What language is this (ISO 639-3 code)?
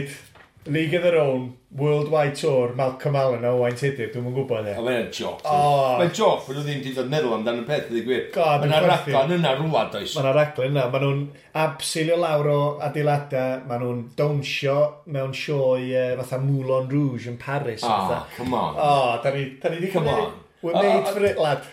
cym